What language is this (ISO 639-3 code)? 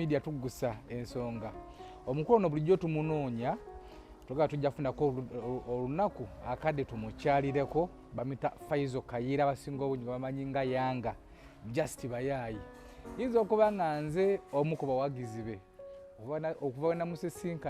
lug